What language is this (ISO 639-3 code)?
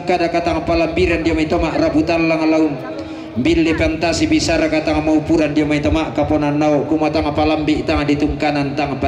sda